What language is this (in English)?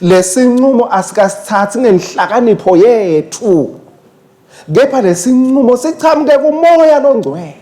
Swati